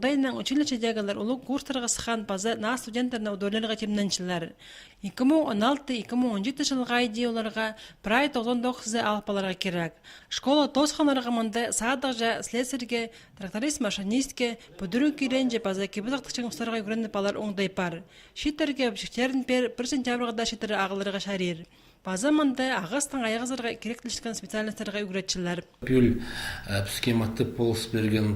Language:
Khakas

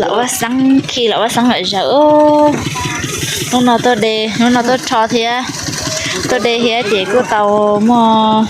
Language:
Hmong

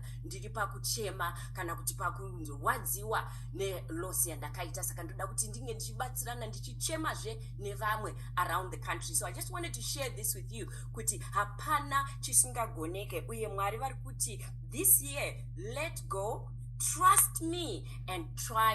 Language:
Shona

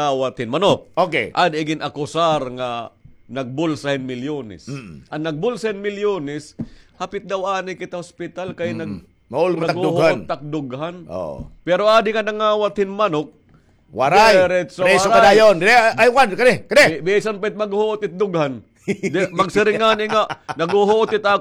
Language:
Waray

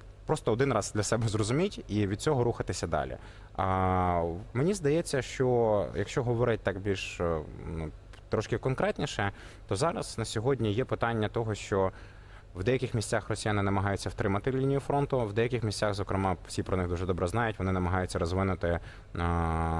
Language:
Ukrainian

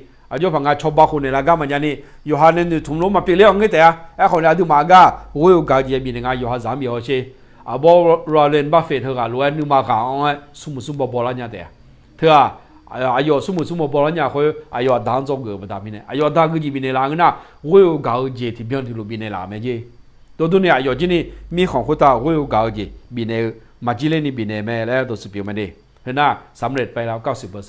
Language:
Akha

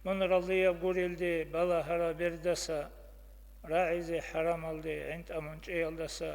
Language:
Avaric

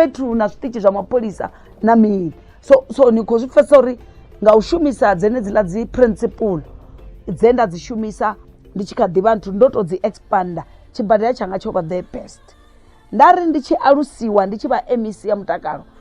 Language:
Venda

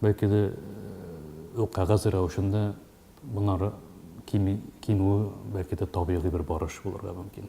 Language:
Tatar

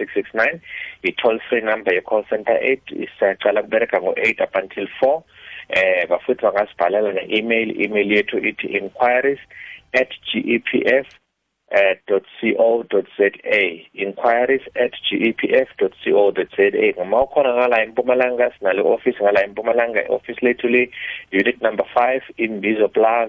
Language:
South Ndebele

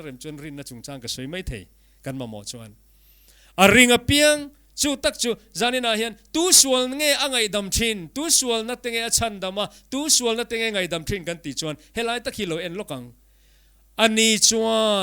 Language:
Mizo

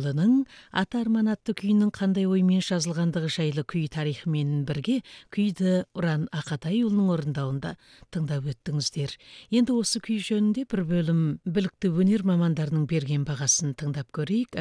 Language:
Kazakh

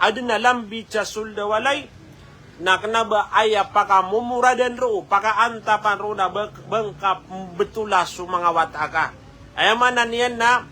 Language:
Maranao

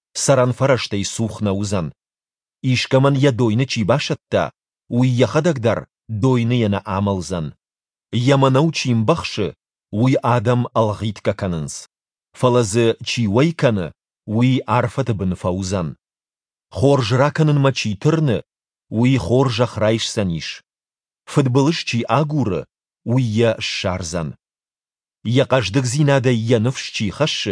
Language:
Ossetic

